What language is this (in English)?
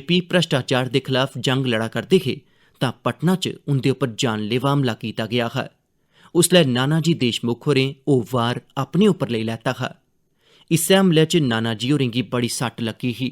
Dogri